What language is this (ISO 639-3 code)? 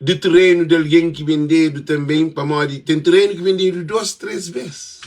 kea